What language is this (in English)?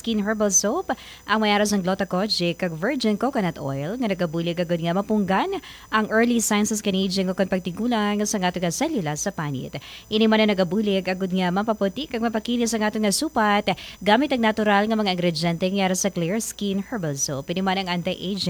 Hiligaynon